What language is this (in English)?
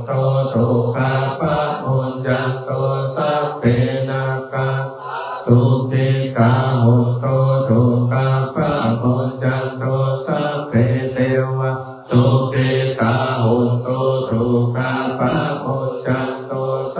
Pali